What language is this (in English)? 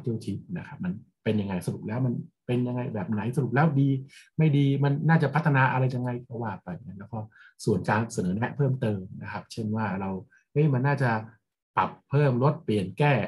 Thai